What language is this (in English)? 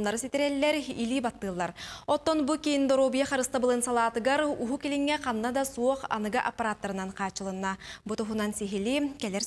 Yakut